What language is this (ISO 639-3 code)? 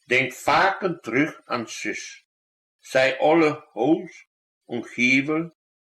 wep